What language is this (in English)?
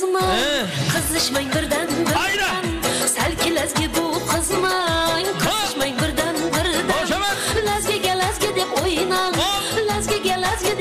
Kara-Kalpak